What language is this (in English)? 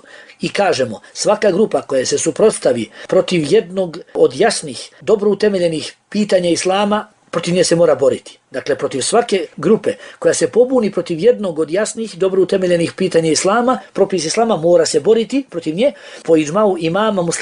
Bosnian